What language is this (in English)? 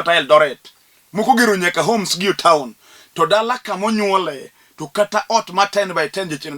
Luo (Kenya and Tanzania)